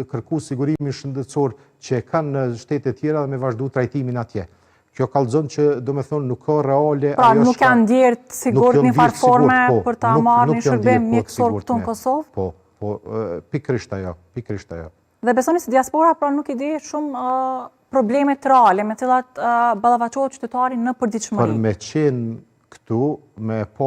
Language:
Albanian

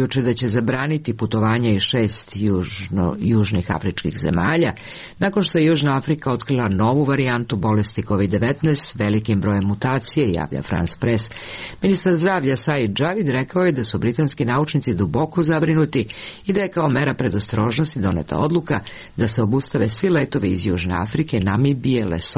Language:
Serbian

